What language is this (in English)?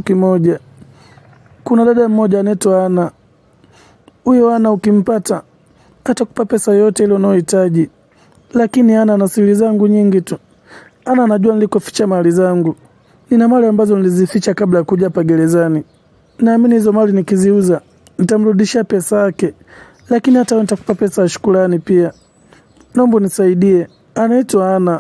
Swahili